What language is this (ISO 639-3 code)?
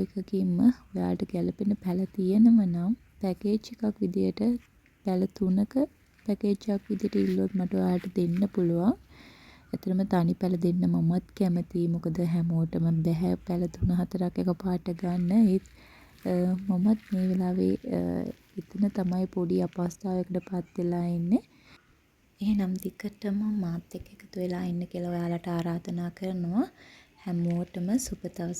sin